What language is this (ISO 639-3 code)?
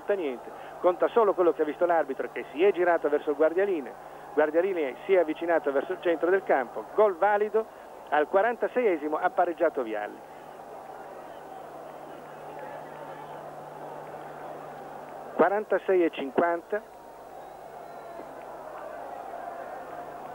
ita